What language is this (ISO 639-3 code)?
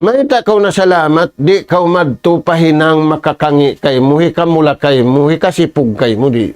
tsg